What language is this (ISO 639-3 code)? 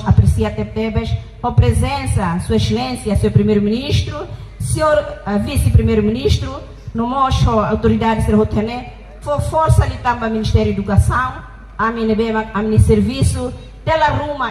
tet